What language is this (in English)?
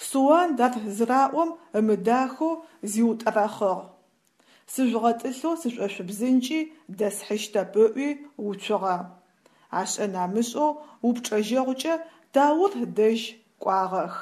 Adyghe